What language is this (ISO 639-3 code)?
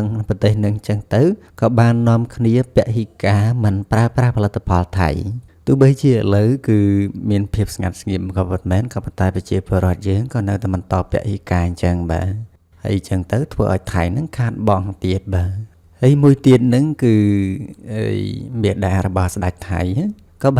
khm